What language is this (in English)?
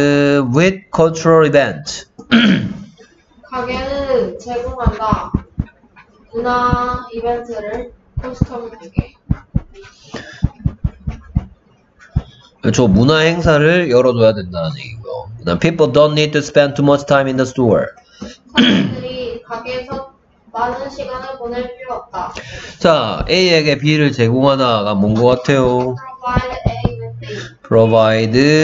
Korean